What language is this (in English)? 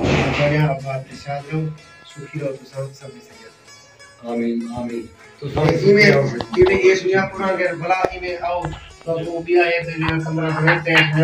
Saraiki